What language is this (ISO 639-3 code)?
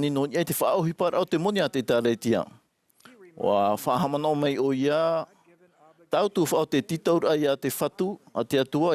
tah